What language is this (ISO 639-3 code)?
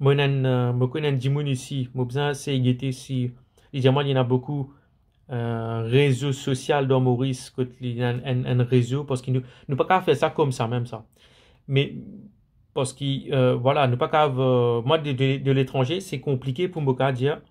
mfe